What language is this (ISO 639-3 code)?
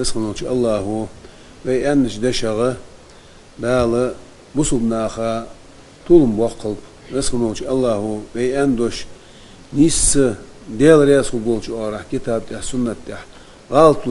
inh